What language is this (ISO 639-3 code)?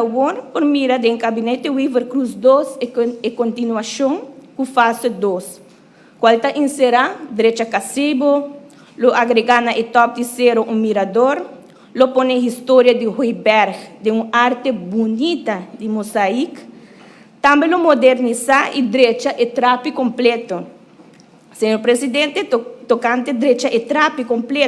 pap